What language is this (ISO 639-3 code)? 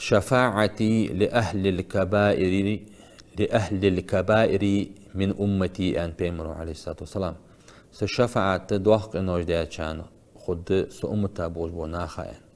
inh